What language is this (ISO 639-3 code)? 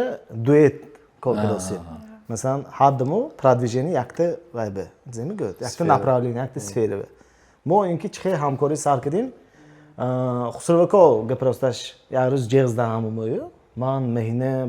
tgk